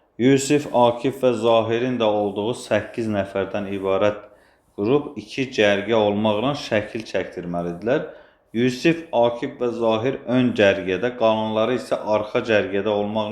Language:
Azerbaijani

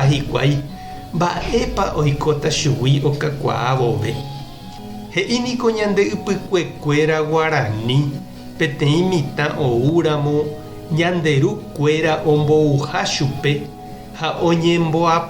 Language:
Guarani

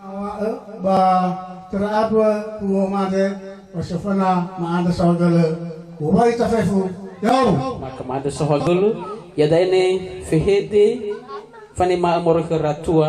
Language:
Nias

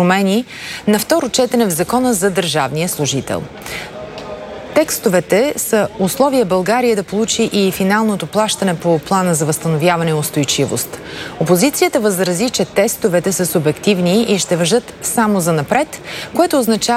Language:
Bulgarian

